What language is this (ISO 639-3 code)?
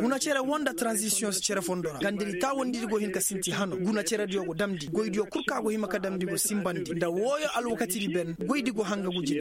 ses